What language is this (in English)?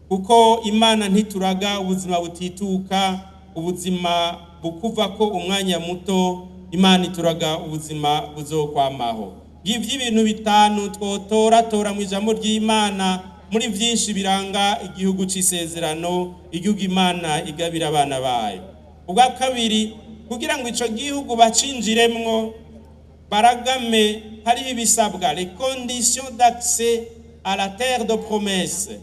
Rundi